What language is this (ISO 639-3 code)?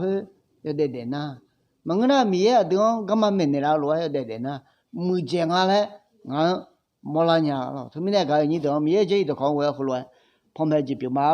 ahk